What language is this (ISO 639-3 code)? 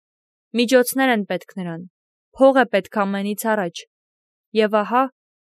hye